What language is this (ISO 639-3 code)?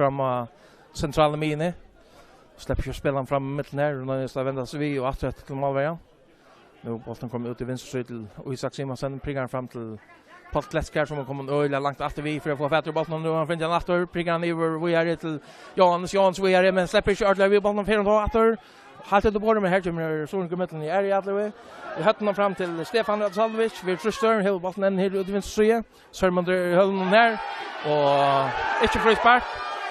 fao